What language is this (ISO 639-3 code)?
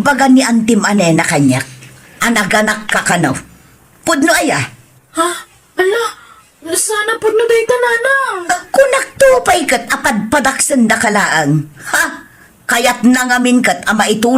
ilo